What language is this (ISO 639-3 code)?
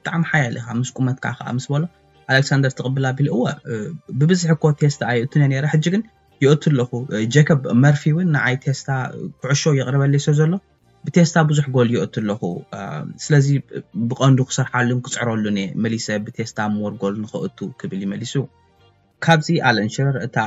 tir